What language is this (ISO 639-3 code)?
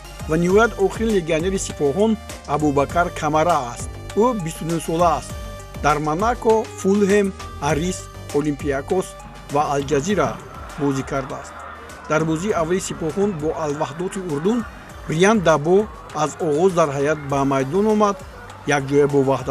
tgk